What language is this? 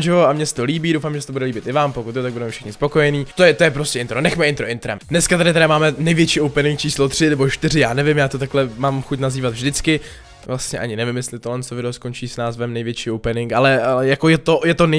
Czech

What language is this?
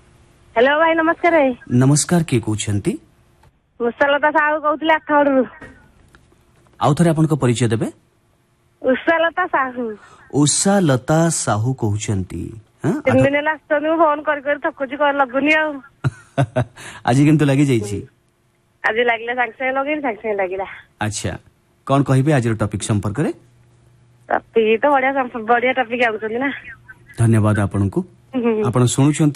Odia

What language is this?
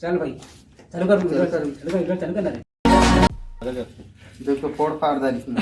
Chhattisgarhi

